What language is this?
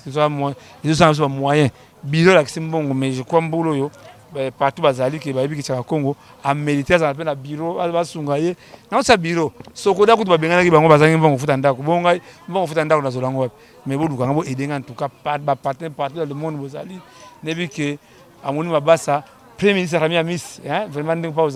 Lingala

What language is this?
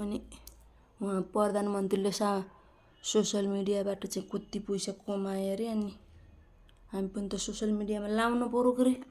Nepali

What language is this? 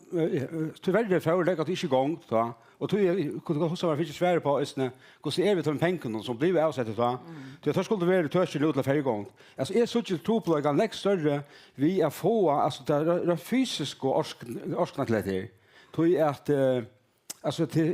Faroese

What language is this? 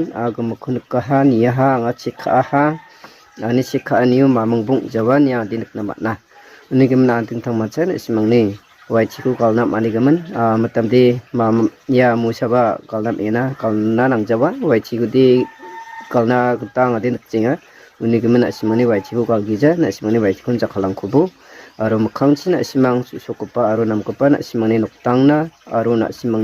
Garo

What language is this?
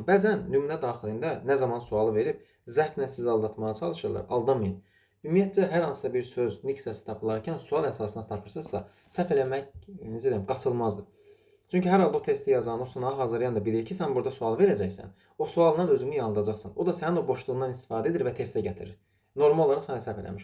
Azerbaijani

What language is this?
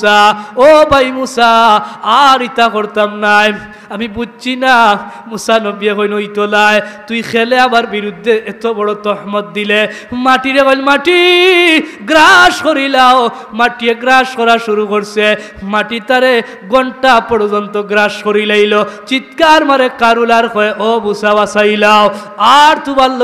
Sylheti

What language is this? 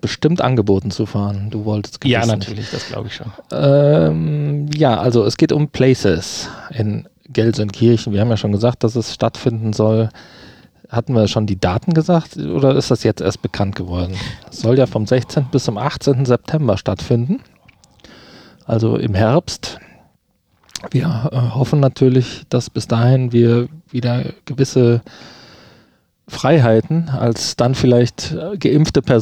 German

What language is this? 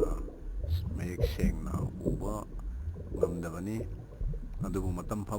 Manipuri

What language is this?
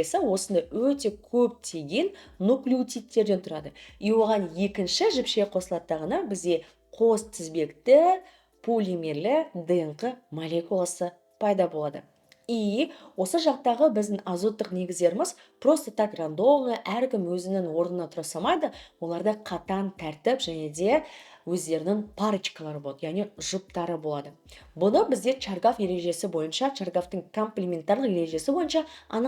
Kazakh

